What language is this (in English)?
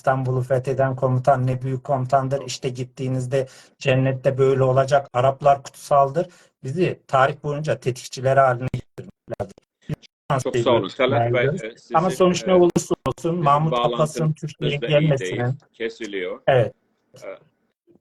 South Azerbaijani